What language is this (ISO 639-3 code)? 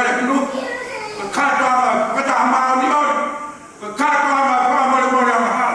ton